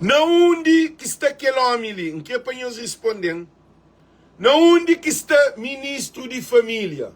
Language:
Kabuverdianu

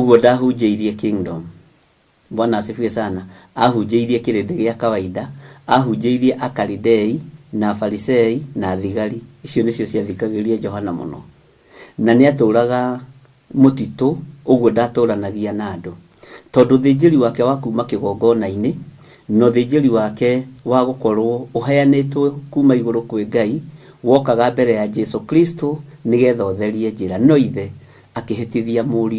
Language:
Kikuyu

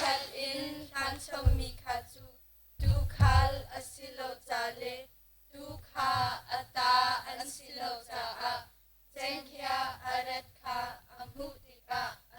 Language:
Hakha Chin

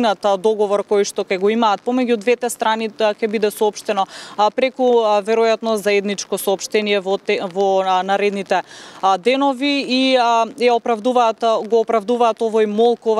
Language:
Macedonian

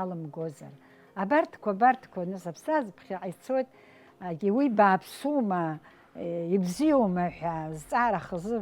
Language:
Abkhazian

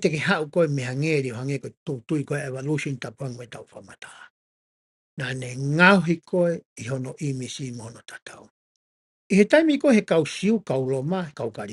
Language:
Tongan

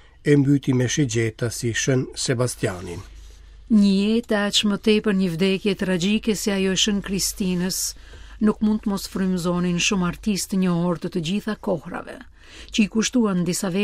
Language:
Albanian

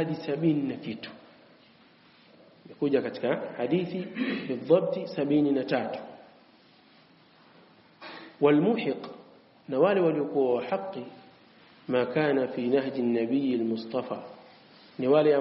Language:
Swahili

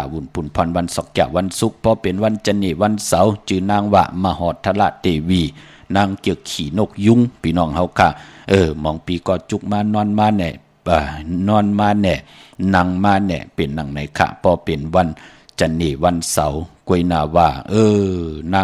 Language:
Shan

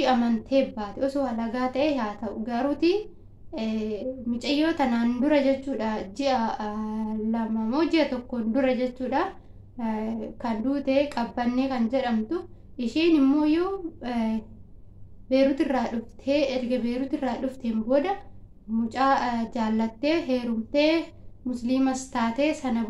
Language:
Oromo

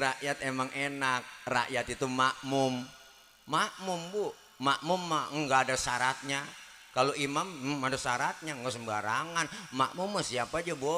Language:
Betawi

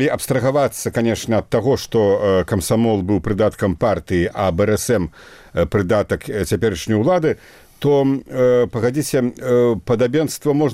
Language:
Belarusian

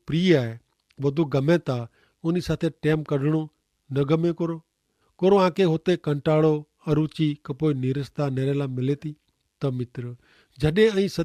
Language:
Kachhi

